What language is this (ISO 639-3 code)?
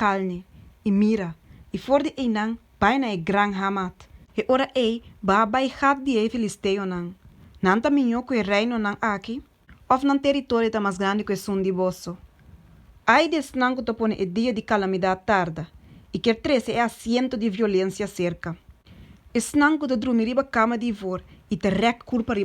pap